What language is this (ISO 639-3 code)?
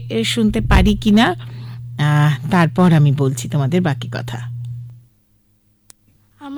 ben